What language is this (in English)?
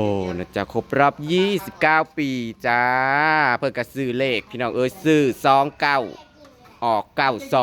Northeastern Thai